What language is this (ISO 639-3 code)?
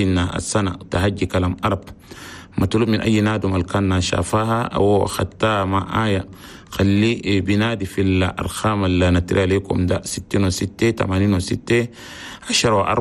shu